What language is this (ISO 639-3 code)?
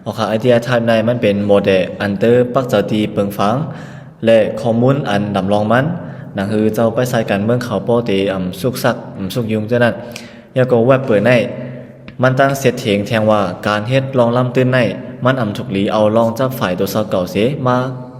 shn